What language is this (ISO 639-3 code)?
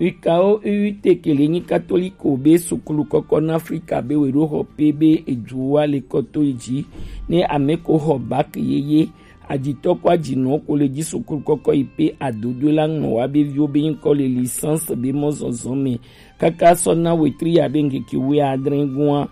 gej